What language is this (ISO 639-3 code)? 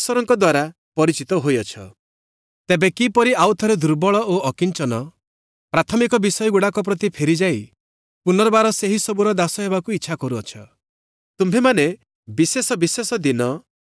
ori